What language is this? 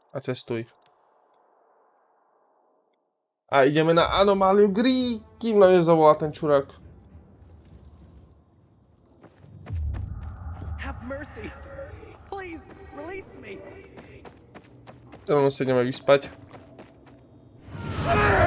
Slovak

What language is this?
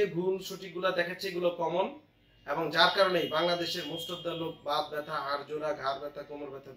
Bangla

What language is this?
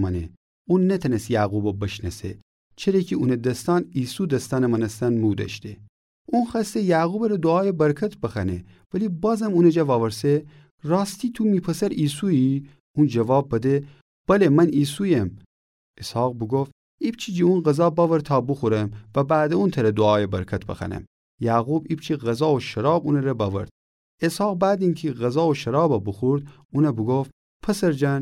Gilaki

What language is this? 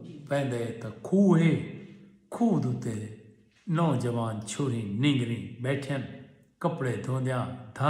Saraiki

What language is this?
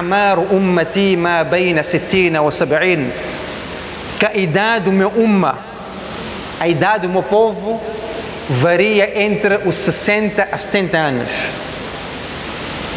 Portuguese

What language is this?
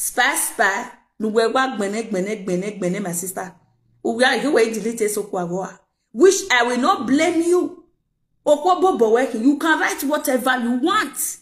Nigerian Pidgin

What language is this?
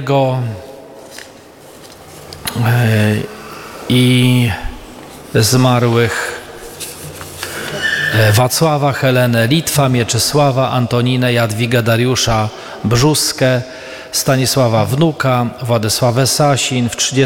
Polish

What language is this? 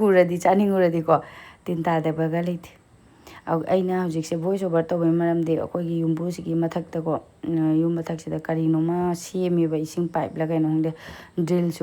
Manipuri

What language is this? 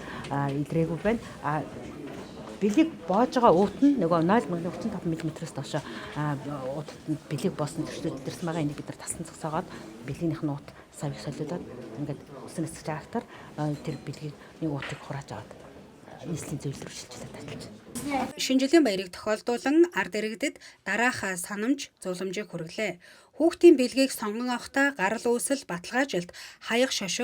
Mongolian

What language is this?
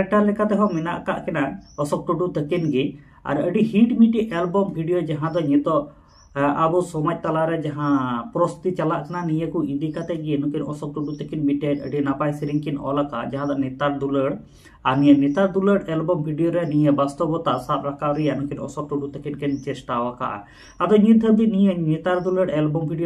Santali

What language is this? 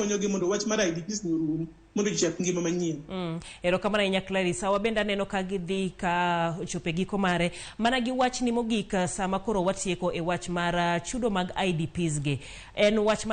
Luo (Kenya and Tanzania)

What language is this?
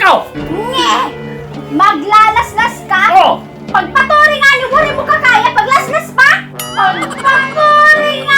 Waray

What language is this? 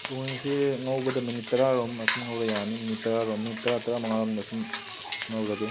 Manipuri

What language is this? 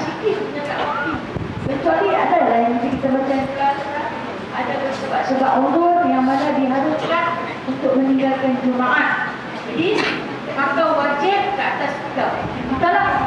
Malay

